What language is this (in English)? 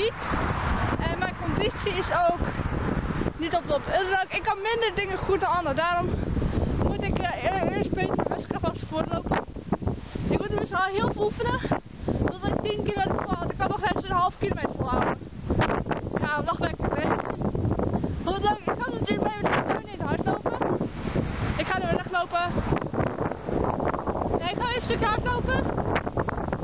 Dutch